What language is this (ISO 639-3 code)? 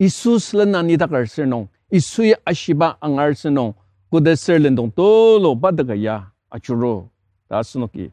njo